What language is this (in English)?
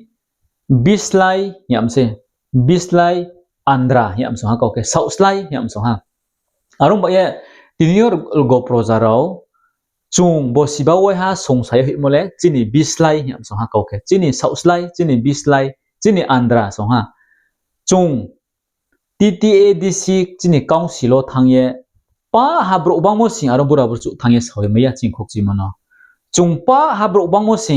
Riang (India)